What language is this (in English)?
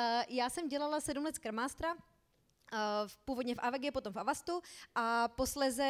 Czech